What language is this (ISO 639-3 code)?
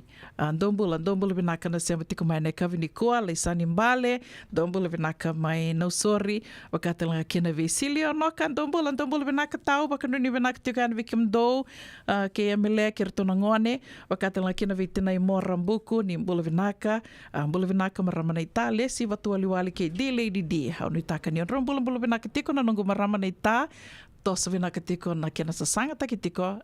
fij